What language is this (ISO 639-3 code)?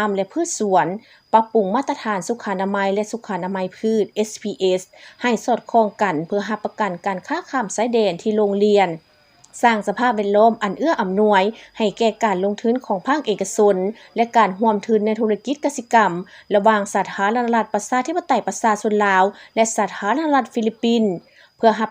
lao